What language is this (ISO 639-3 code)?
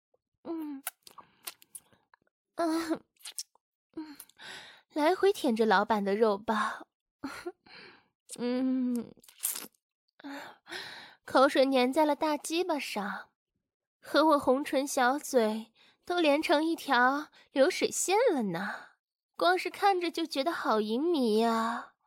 zho